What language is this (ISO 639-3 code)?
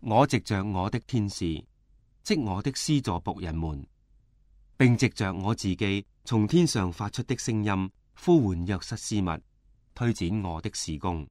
yue